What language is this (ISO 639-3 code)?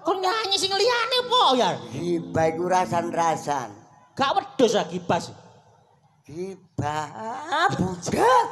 jav